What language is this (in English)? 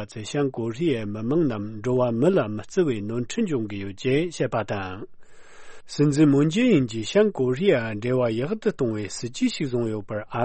Tibetan